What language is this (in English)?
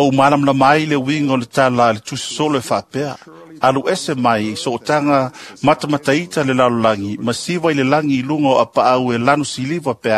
Samoan